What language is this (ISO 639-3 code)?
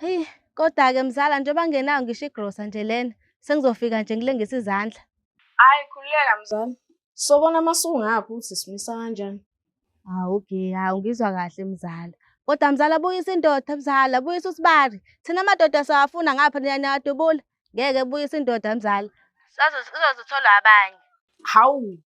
zul